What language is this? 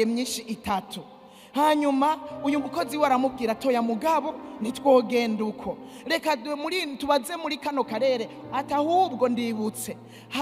Rundi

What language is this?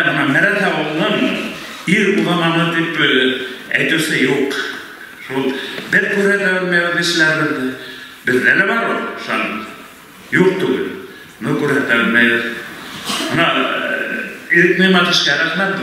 Bashkir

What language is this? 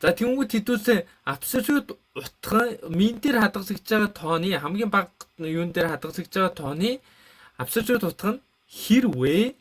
Mongolian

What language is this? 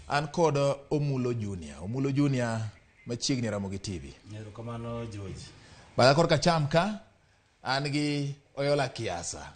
Luo (Kenya and Tanzania)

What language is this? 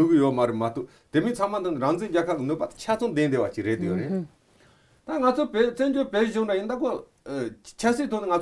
Tibetan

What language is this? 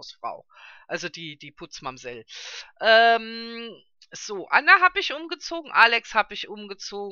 German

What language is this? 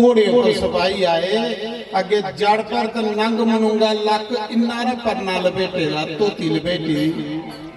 Dogri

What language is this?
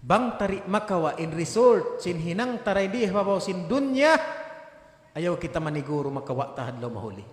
Tausug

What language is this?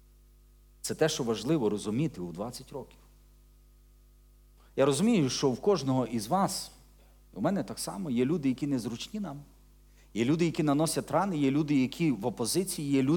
Ukrainian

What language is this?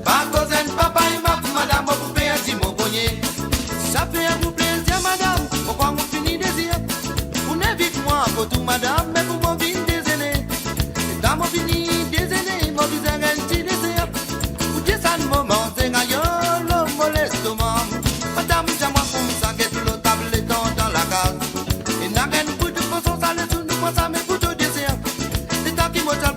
Morisyen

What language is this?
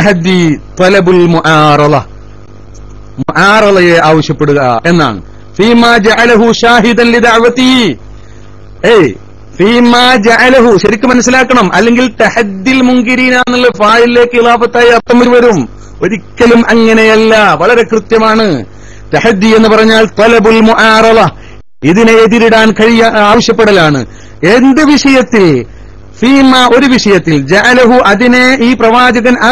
Malayalam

